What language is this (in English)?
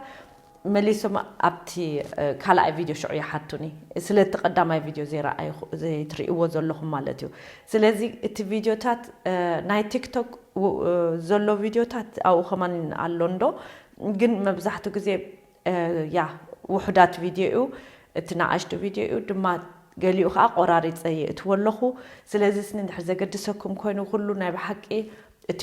Tigrinya